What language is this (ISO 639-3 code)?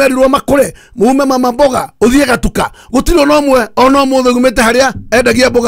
kik